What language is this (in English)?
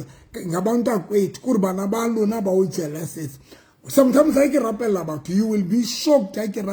Southern Sotho